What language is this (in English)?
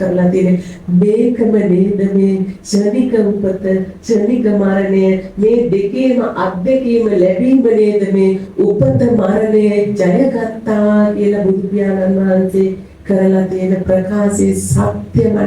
Sinhala